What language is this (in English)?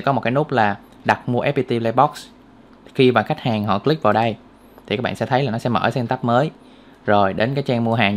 Vietnamese